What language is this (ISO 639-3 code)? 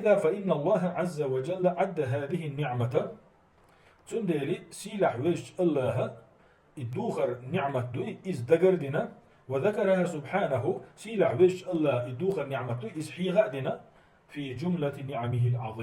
che